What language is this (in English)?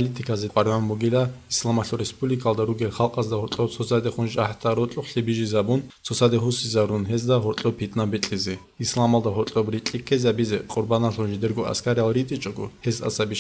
Avaric